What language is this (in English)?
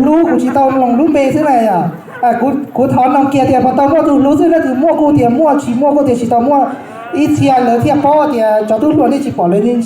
Hmong